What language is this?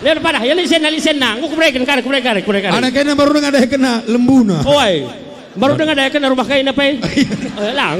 Batak Karo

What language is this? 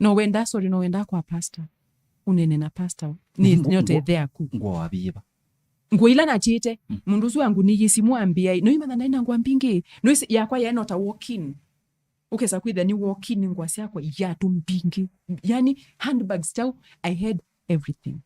Kamba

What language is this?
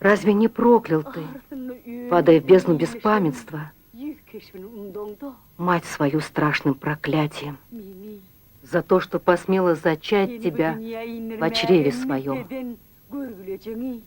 Turkmen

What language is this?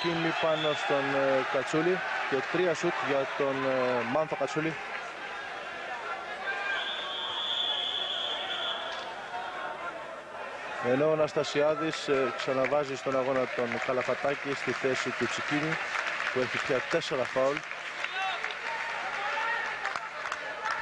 Greek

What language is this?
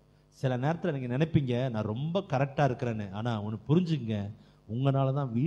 Tamil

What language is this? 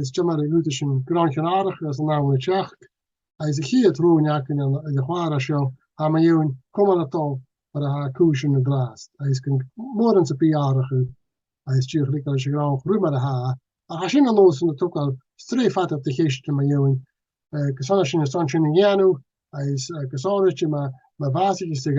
Scottish Gaelic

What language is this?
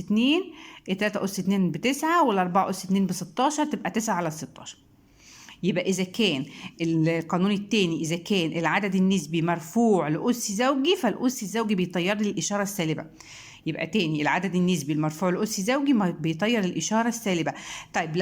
Egyptian Arabic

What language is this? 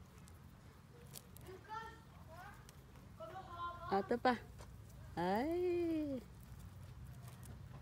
Filipino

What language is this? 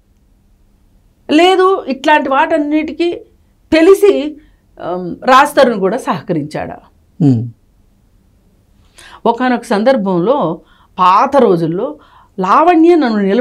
Telugu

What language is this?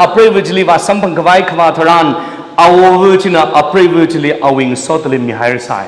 Tangkhul Naga (India)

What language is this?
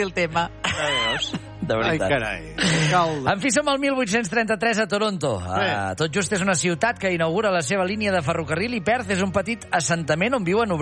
Catalan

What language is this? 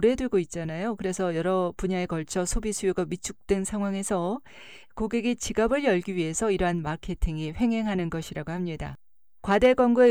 Korean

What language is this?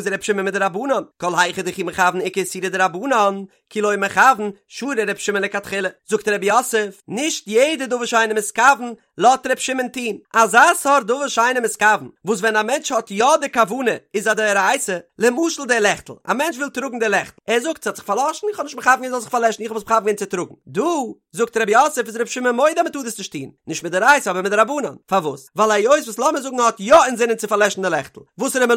Yiddish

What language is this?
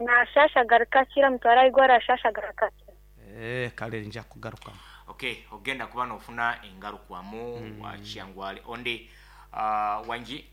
Nyankole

